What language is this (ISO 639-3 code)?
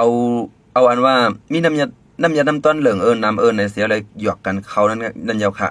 shn